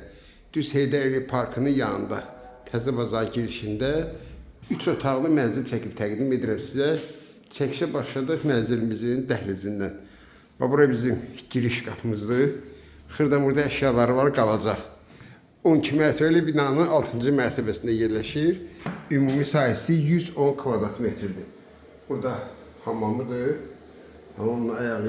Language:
Azerbaijani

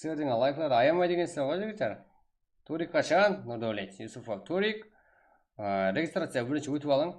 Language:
Kara-Kalpak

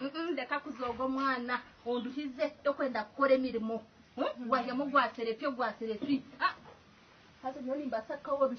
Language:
Nyankole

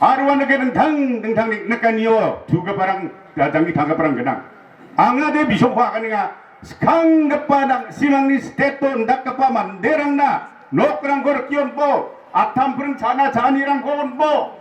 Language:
Garo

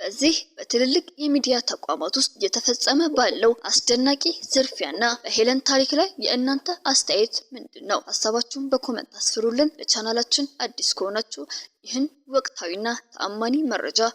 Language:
Amharic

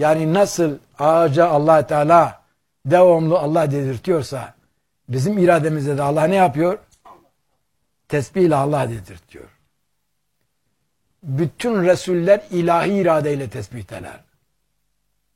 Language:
Turkish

